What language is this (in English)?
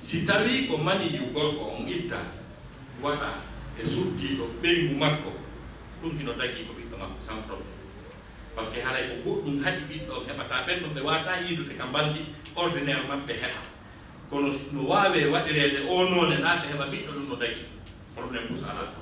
Fula